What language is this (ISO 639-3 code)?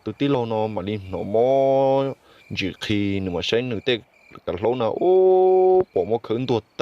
hmn